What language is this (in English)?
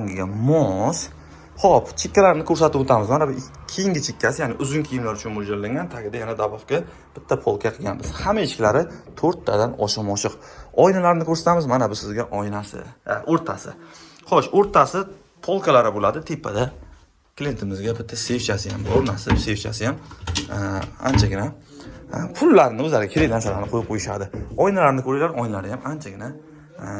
Uzbek